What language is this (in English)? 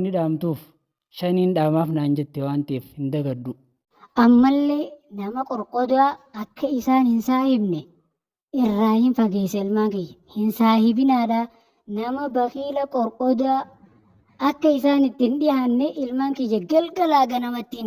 Oromo